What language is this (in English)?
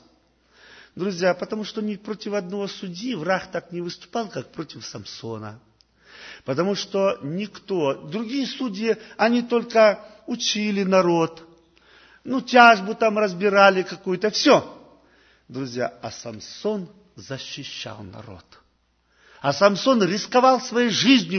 Russian